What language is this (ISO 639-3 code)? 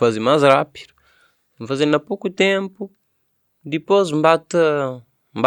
kea